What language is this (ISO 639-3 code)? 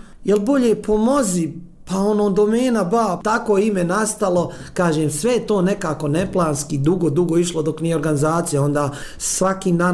bos